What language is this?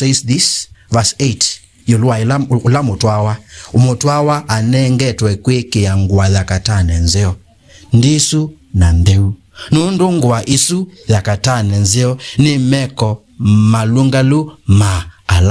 Kamba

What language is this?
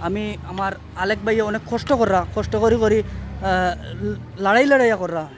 Sylheti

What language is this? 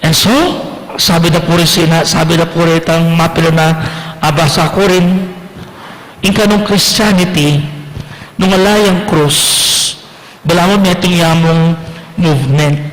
Pampanga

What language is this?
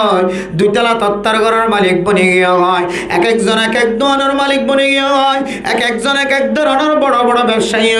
Rohingya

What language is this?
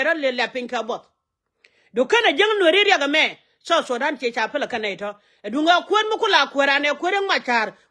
Nuer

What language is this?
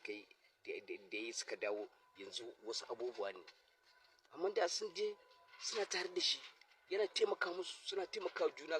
Hausa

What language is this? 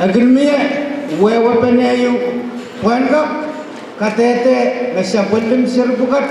Pohnpeian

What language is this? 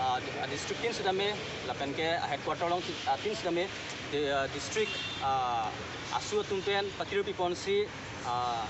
Karbi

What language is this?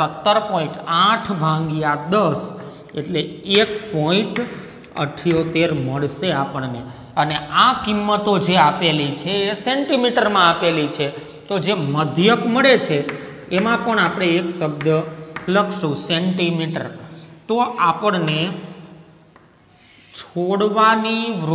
Gujarati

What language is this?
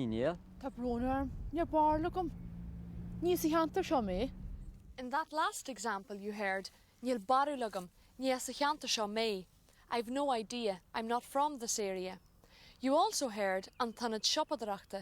Irish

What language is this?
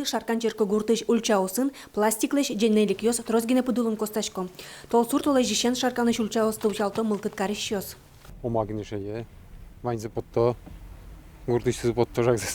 Udmurt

